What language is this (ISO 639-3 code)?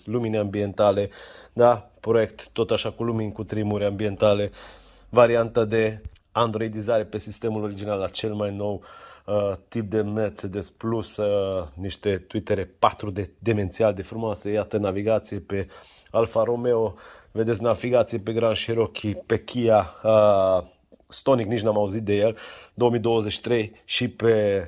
ron